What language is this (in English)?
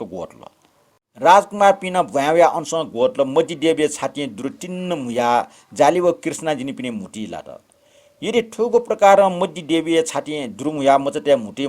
Newari